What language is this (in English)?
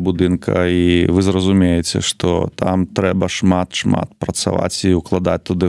Belarusian